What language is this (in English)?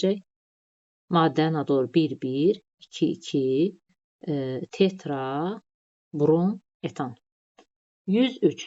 Azerbaijani